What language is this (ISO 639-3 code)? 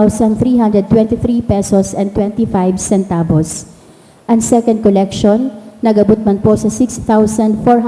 bik